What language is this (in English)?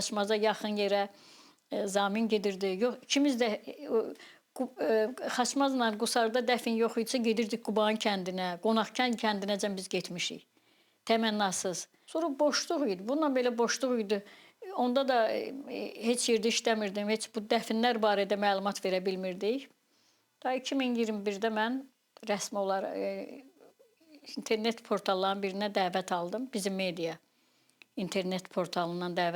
Azerbaijani